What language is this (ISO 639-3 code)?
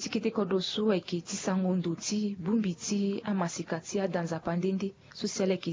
sag